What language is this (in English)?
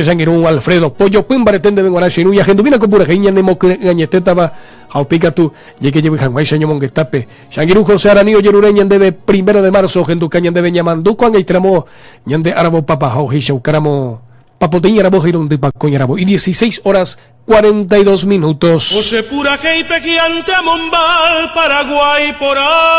Guarani